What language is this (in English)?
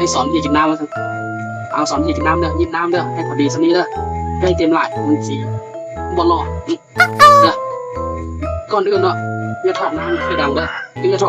Lao